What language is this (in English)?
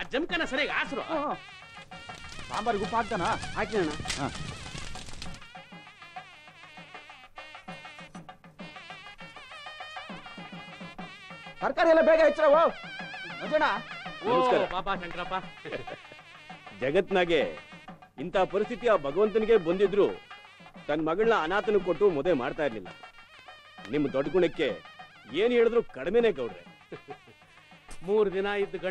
Kannada